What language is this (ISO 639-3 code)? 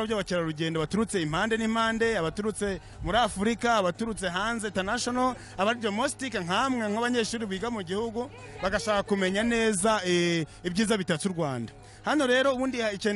kin